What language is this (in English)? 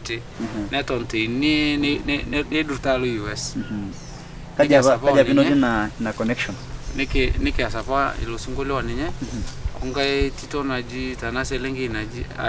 Masai